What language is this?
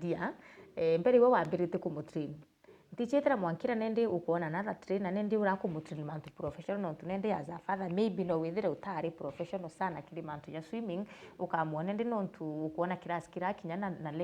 Meru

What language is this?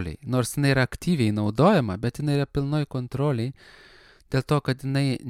Lithuanian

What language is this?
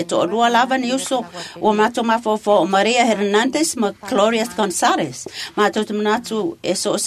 Samoan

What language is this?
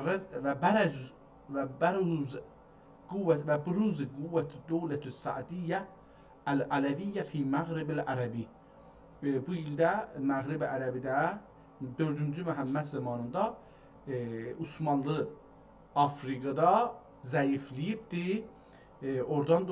South Azerbaijani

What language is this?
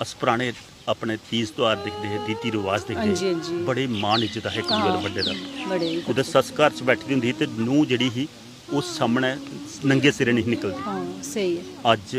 Dogri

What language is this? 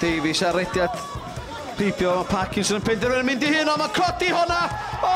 Welsh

